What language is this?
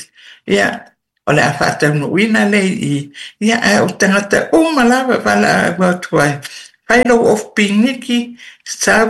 Samoan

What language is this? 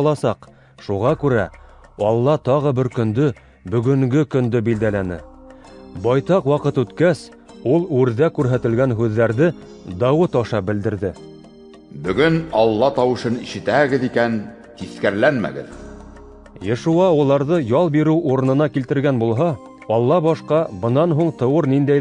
Bashkir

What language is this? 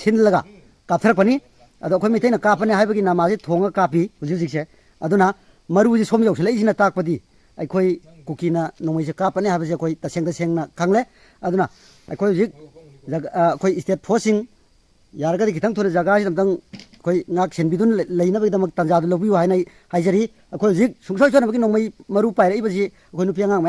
Manipuri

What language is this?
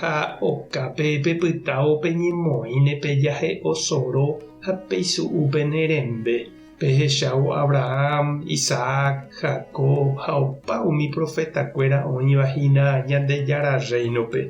Guarani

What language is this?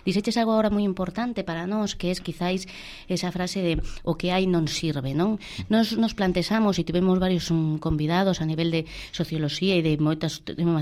Galician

